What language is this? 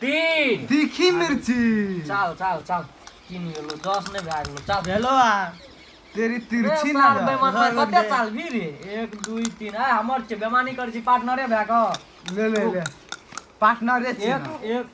Maithili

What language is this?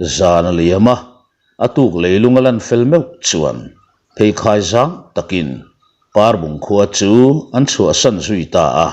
Mizo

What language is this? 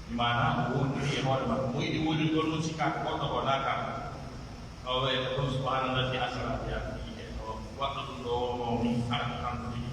Pular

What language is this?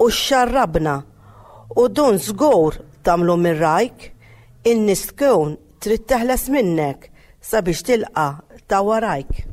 Maltese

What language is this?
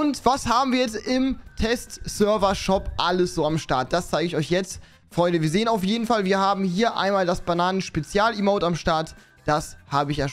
German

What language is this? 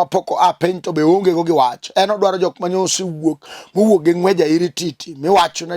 Luo (Kenya and Tanzania)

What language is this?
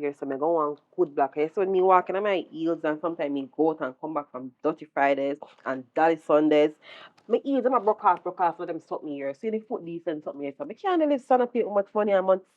Jamaican Creole English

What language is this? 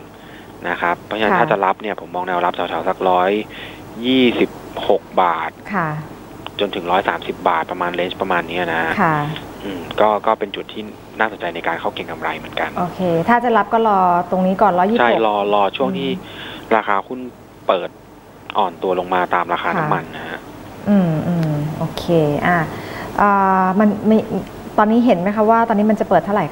Thai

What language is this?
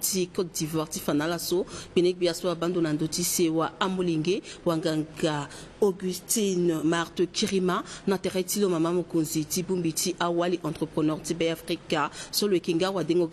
Sango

